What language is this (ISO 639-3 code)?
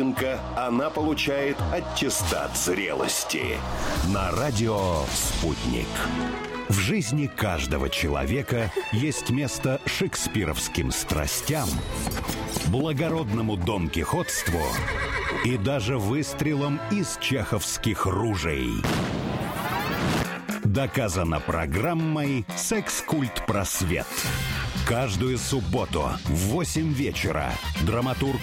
rus